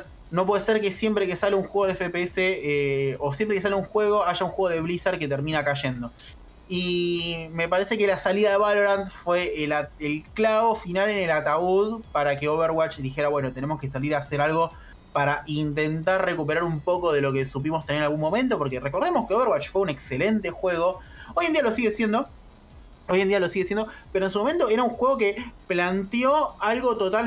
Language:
Spanish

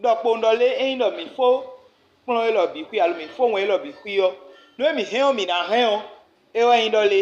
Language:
Fon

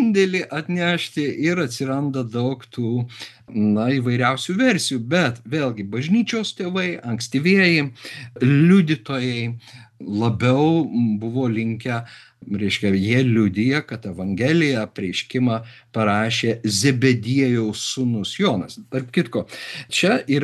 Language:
Lithuanian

